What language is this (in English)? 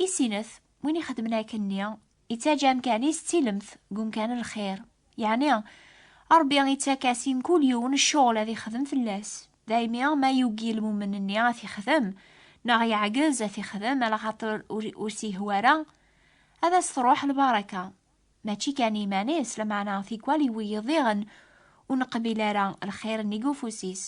Kabyle